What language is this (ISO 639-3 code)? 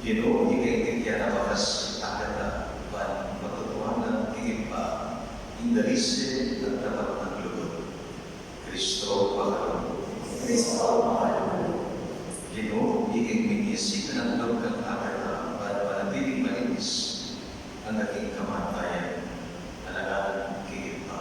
pam